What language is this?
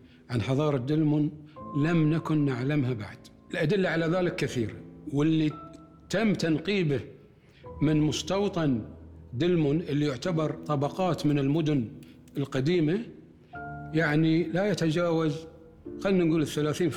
Gulf Arabic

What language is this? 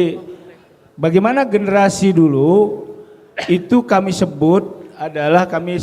Banjar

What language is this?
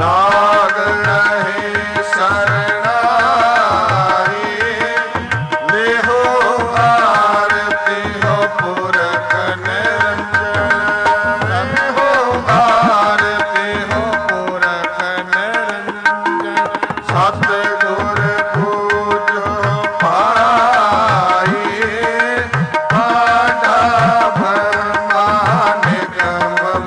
Punjabi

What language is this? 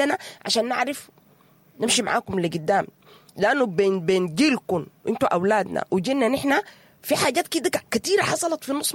Sudanese Arabic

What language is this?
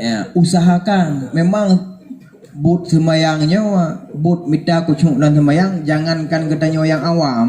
Achinese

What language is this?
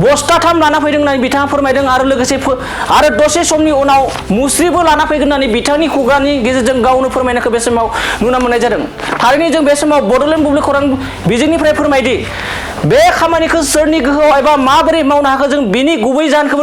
Bodo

